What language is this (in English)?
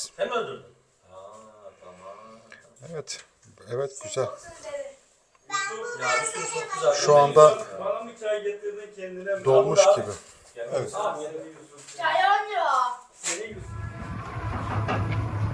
Turkish